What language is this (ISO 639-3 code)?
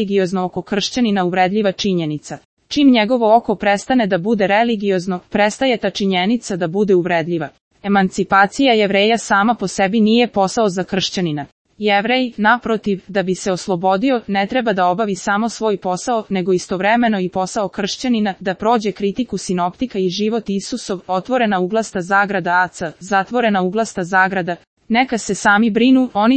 srp